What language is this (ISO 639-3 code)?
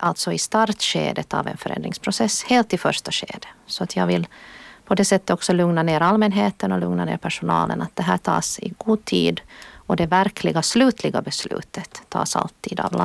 swe